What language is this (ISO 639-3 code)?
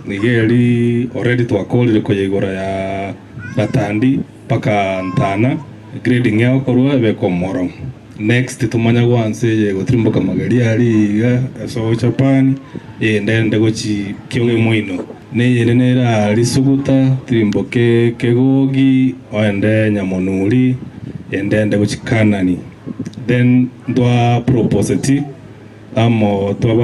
guz